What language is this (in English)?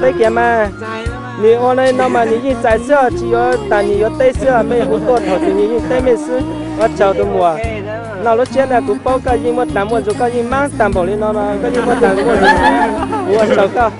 Hmong